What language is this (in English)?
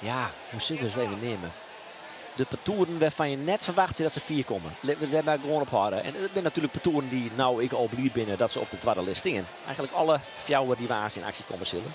Western Frisian